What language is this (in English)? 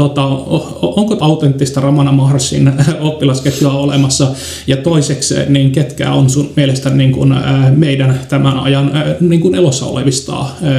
Finnish